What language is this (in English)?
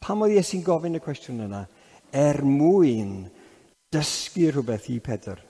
Welsh